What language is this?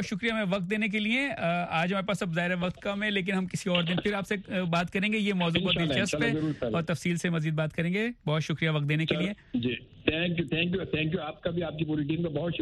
Urdu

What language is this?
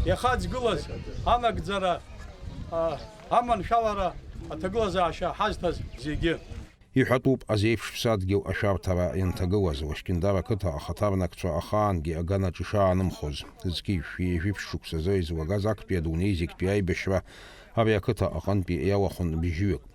Abkhazian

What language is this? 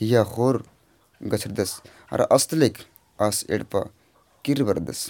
Kurukh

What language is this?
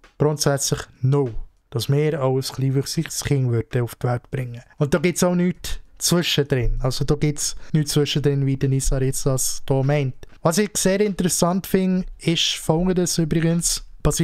Swiss German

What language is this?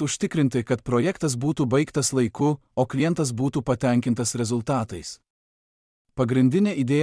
Lithuanian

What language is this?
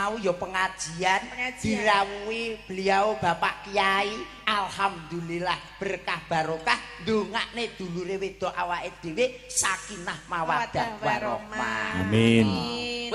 Javanese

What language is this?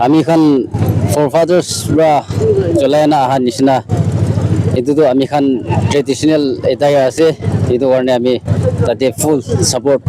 Naga Pidgin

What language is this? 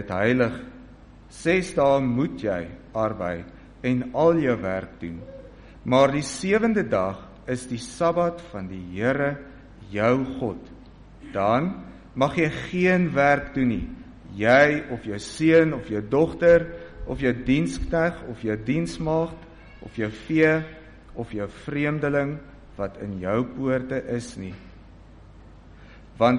Afrikaans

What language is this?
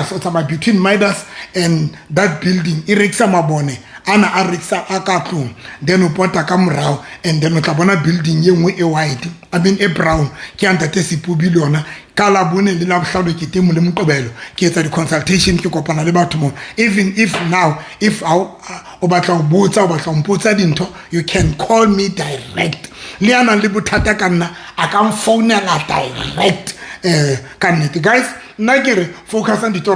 Southern Sotho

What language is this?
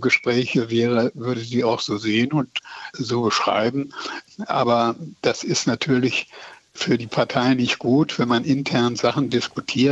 German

